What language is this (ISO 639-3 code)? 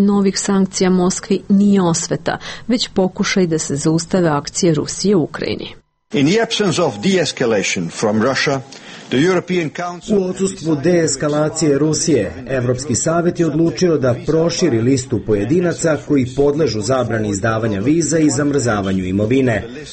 srp